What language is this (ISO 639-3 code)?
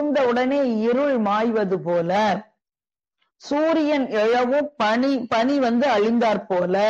tam